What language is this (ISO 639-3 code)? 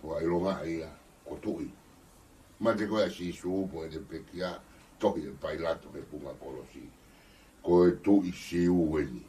ton